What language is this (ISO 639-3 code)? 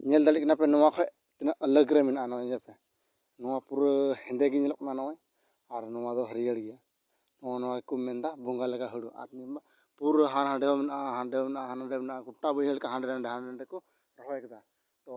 sat